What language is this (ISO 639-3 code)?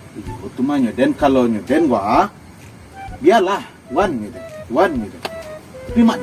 min